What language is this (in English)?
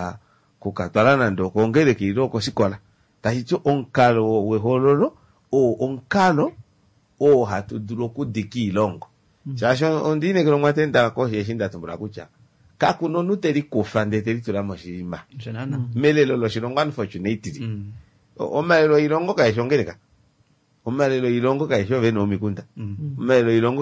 Kuanyama